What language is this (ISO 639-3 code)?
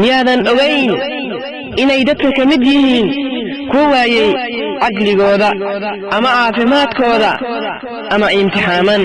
som